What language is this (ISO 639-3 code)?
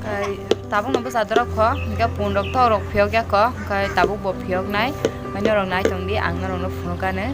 trp